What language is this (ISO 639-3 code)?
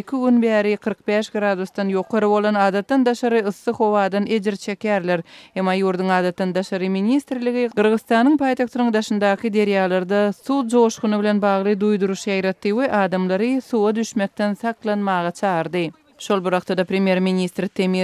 tuk